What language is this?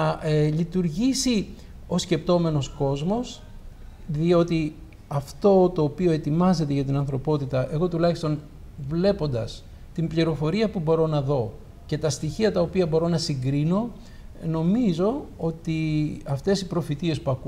Greek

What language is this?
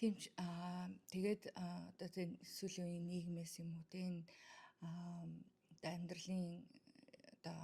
Mongolian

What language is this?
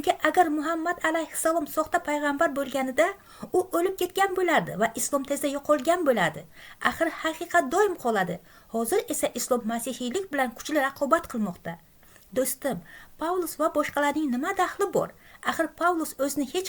Uzbek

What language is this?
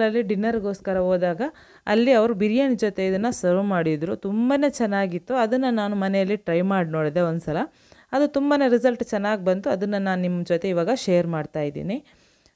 Kannada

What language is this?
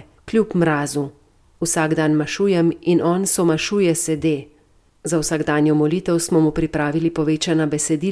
Slovenian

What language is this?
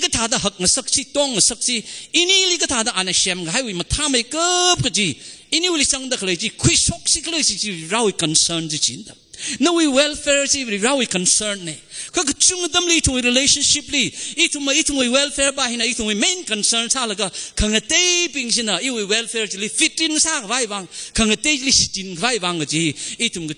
Tangkhul Naga (India)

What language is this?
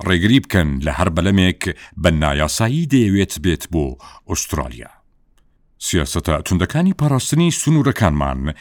Central Kurdish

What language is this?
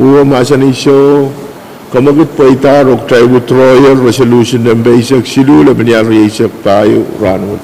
Pohnpeian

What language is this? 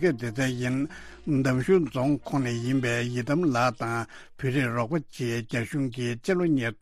Tibetan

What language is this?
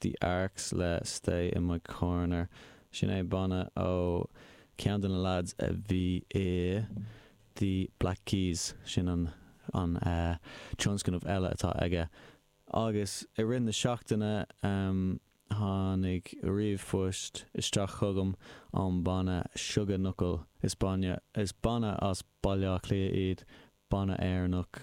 Irish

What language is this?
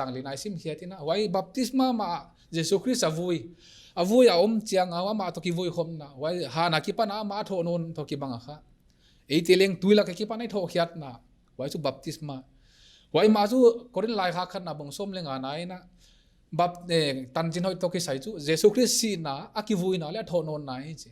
Paite Chin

